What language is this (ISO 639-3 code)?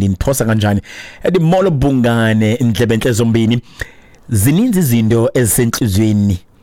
xho